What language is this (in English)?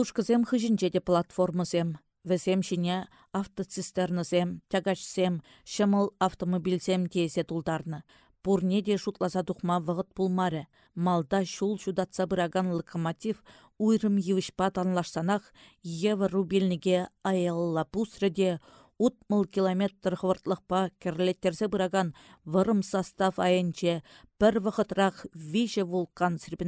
Chuvash